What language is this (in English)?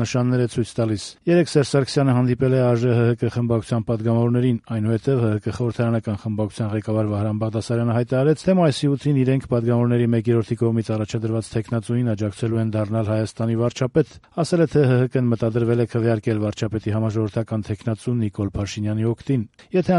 Armenian